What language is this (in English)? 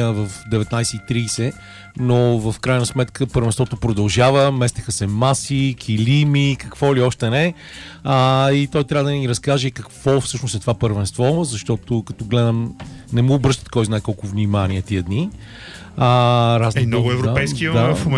Bulgarian